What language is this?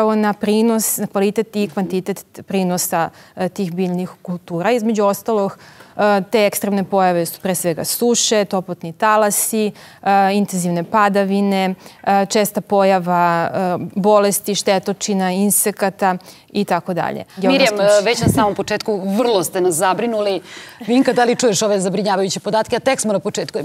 Serbian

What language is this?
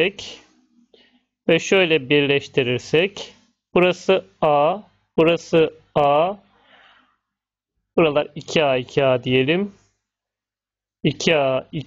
Turkish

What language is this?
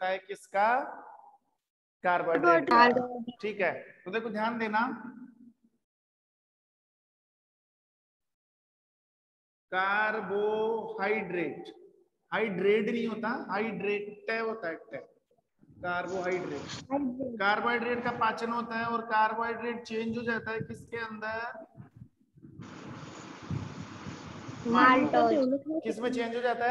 Hindi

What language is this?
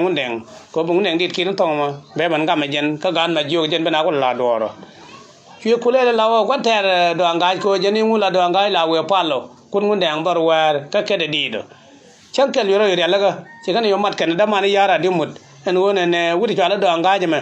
Nuer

